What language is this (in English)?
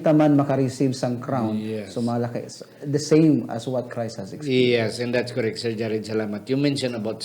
Hiligaynon